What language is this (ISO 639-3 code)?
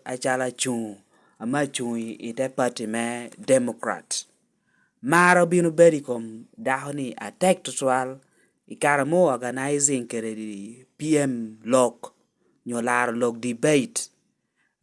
laj